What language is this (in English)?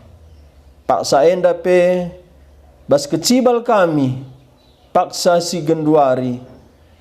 Batak Karo